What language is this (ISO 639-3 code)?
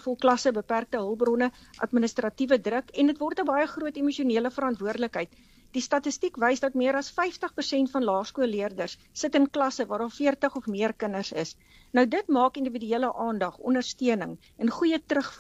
afr